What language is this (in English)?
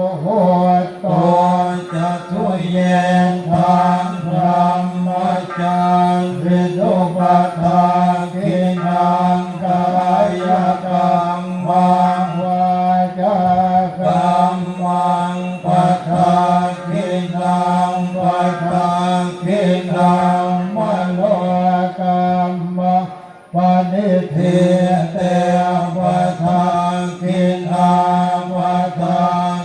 Pali